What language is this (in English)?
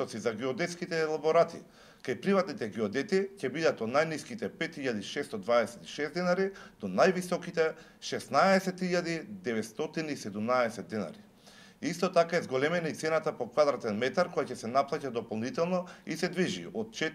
Macedonian